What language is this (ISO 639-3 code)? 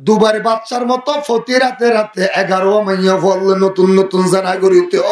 rhg